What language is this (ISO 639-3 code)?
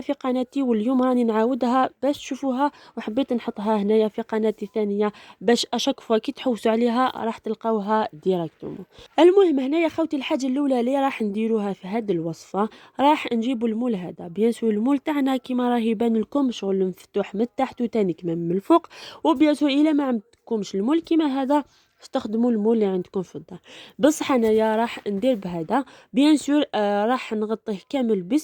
arq